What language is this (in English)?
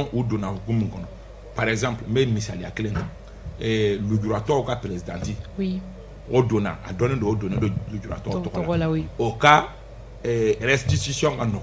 Bambara